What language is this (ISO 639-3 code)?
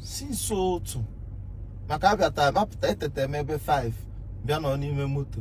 ibo